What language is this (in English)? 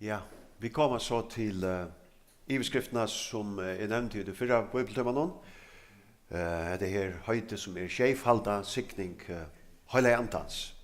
Faroese